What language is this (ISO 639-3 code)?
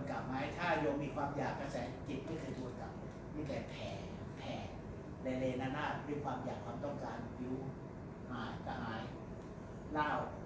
tha